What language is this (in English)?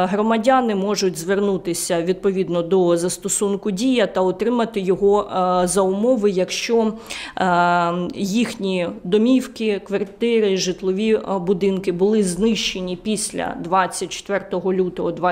Ukrainian